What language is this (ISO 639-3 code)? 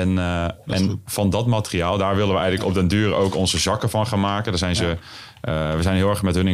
nld